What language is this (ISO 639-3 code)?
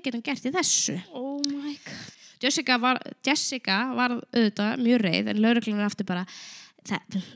isl